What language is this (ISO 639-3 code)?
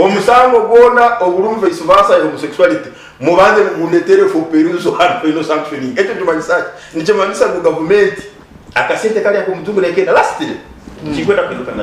nyn